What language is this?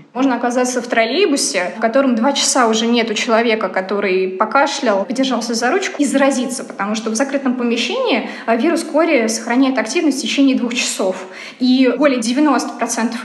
Russian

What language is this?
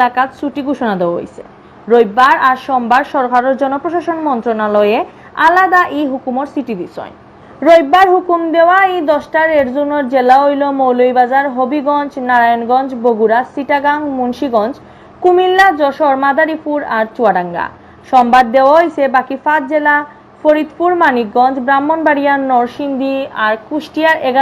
Sylheti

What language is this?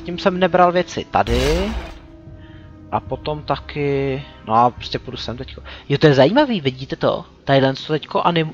Czech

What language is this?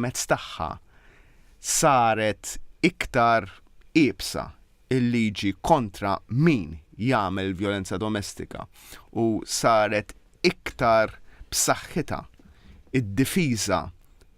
Maltese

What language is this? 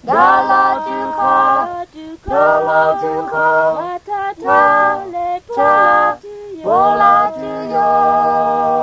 Lahu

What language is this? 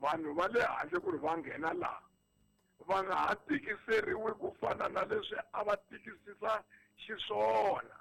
Tsonga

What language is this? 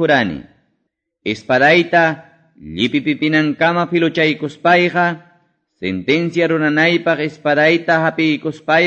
Quechua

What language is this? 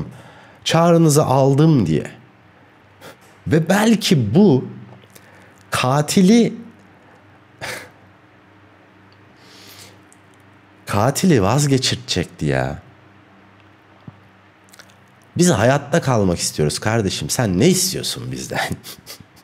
Turkish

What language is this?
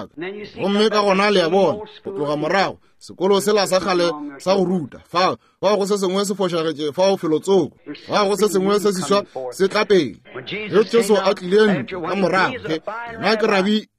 Northern Sotho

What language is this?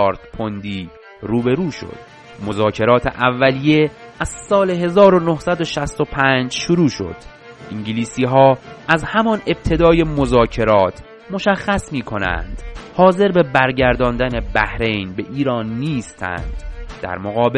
Persian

